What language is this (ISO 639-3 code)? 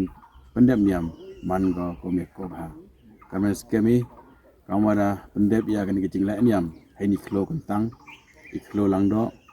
pbv